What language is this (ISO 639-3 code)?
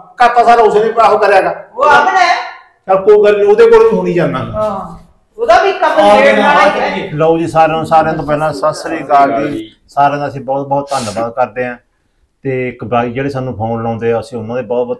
pan